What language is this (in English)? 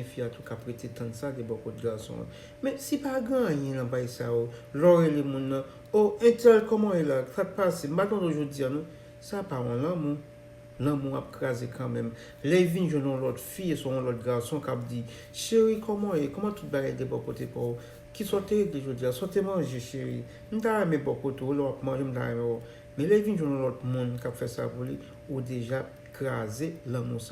Haitian Creole